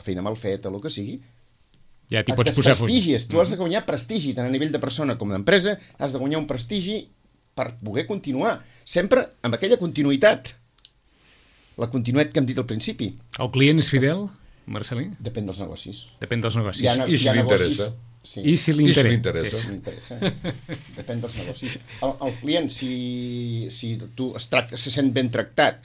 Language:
Catalan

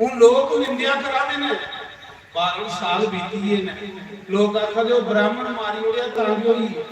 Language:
Dogri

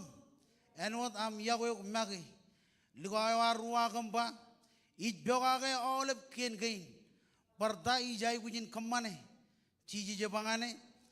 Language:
Marshallese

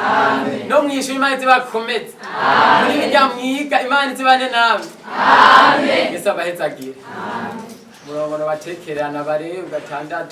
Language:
Rundi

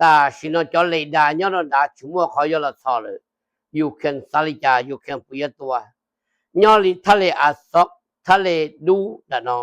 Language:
Hmong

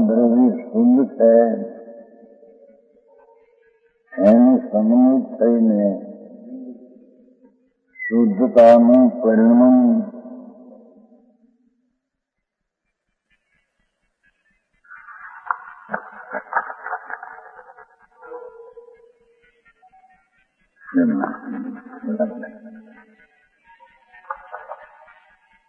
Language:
Gujarati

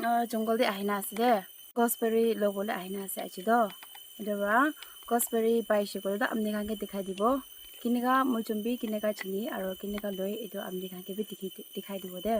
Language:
Naga Pidgin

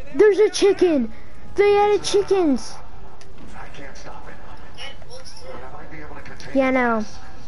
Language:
English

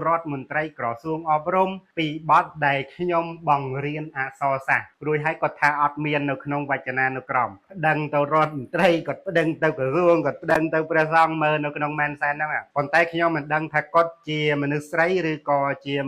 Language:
Khmer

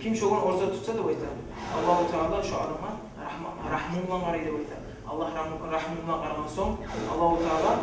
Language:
Kumyk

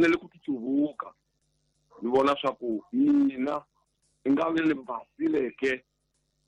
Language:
Tsonga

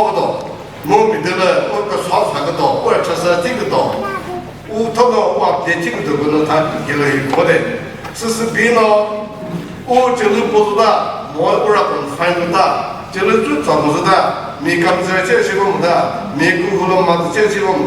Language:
Chokri Naga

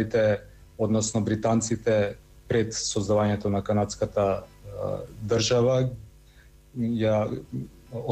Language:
Macedonian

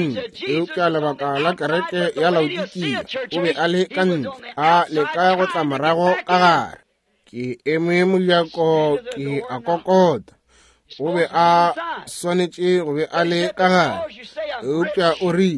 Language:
Northern Sotho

